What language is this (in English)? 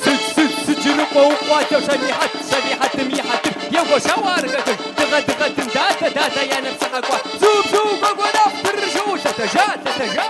Kabardian